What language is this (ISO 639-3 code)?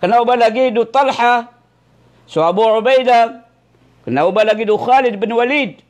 mrw